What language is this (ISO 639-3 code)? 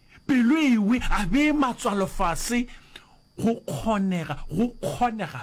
nso